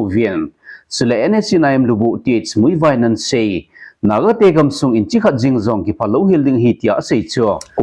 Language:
Thado Chin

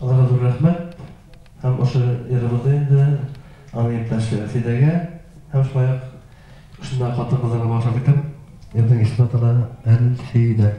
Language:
Bashkir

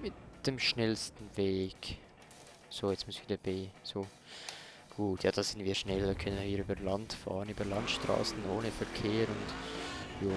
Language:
Swiss German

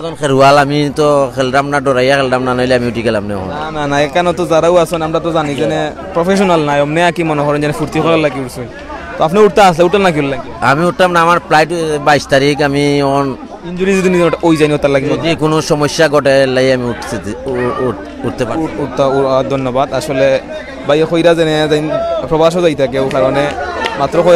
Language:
Sylheti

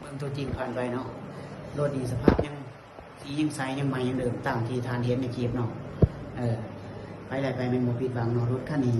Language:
Lao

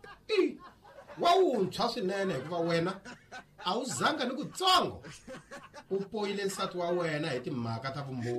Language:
Tsonga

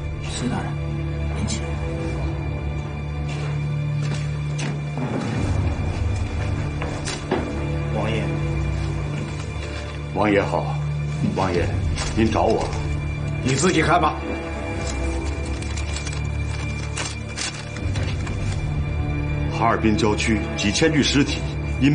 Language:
Chinese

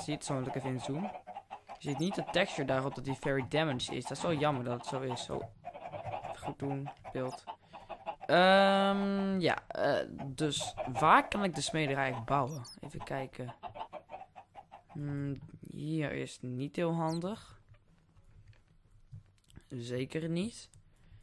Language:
Dutch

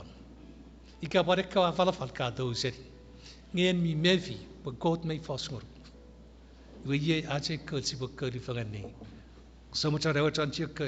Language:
Chuukese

